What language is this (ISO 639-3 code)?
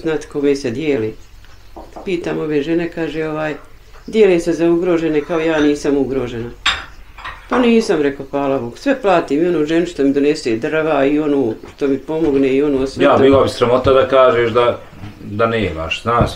bos